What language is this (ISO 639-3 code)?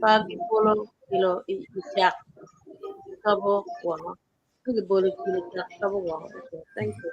ach